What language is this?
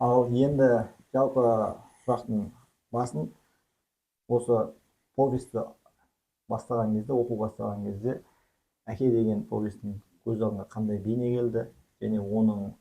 Kazakh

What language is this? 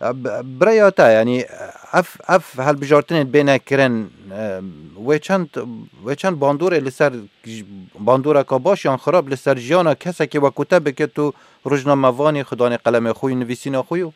Kurdish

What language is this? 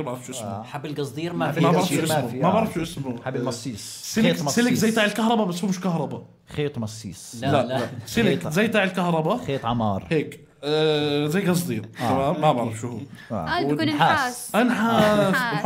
North Levantine Arabic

